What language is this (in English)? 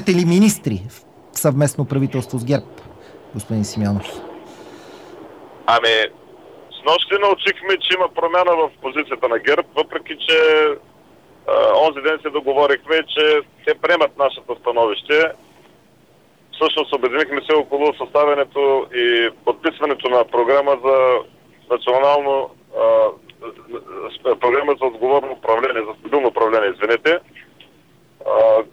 Bulgarian